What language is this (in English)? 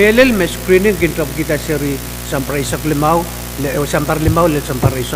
Pohnpeian